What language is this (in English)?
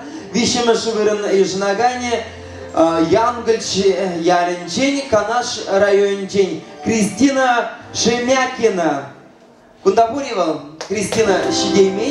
Chuvash